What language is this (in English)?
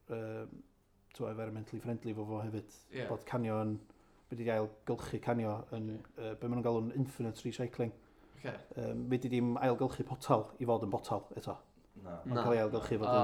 Welsh